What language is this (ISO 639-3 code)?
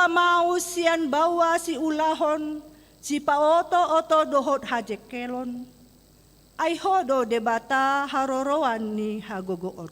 bbc